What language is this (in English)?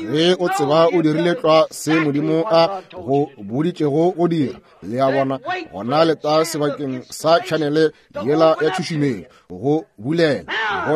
Northern Sotho